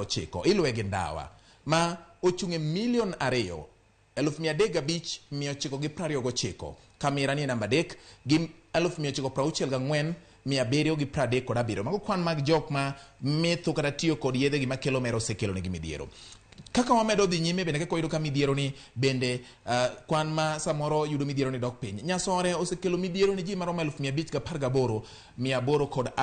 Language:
Luo (Kenya and Tanzania)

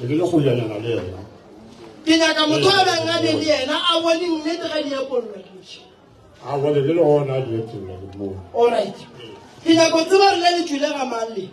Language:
Northern Sotho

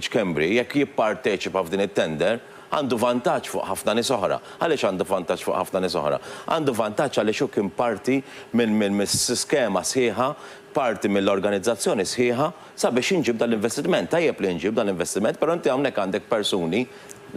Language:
Maltese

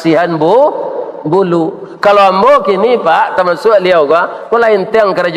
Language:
Minangkabau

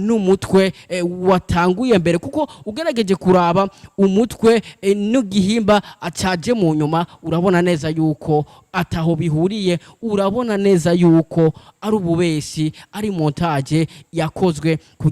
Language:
Rundi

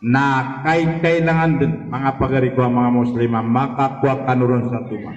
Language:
Maranao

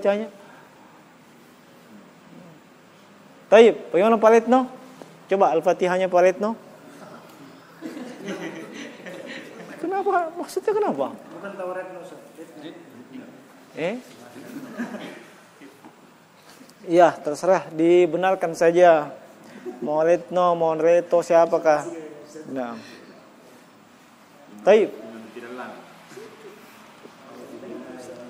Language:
Indonesian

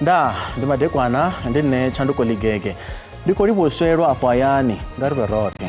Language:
Venda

